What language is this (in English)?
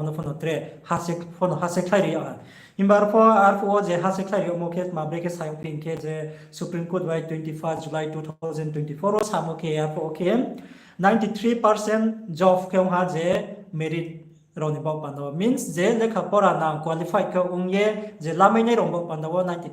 Riang (India)